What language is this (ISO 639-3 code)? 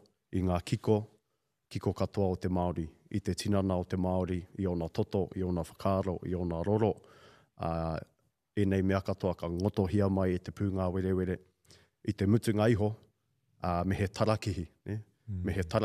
mri